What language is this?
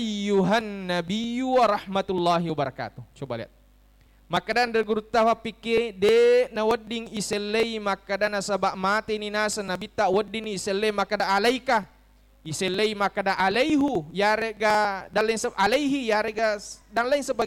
Buginese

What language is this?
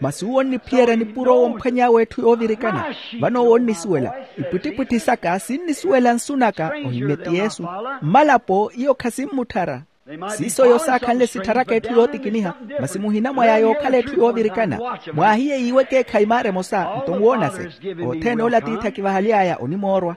Makhuwa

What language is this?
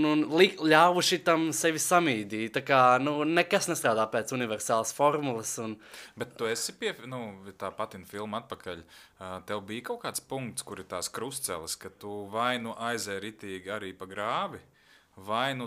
Latvian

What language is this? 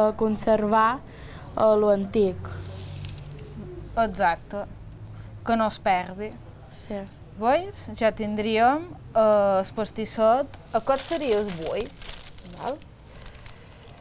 Catalan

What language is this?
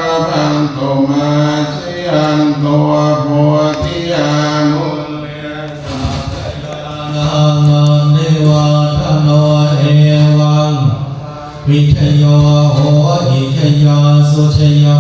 Pali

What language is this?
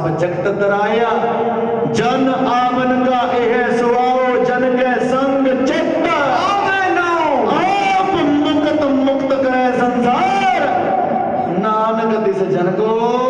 Punjabi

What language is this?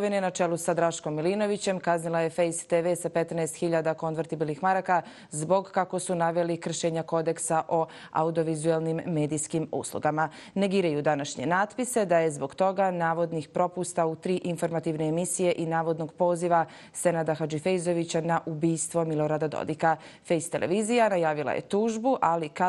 Croatian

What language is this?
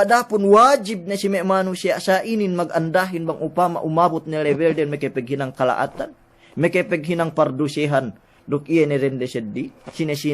Yakan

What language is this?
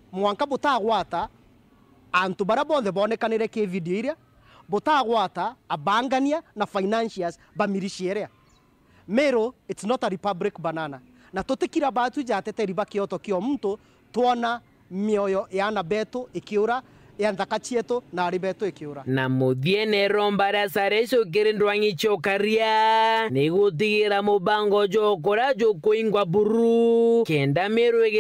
Meru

